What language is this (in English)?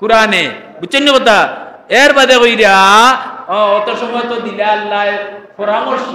Sylheti